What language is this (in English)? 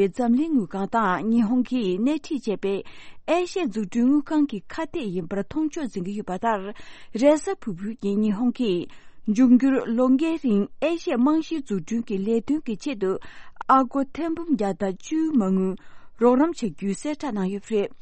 Tibetan